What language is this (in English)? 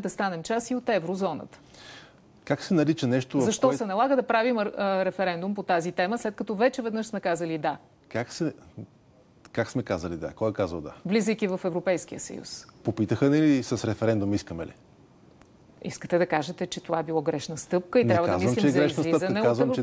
Bulgarian